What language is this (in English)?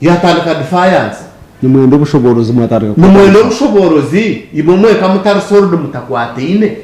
Nyankole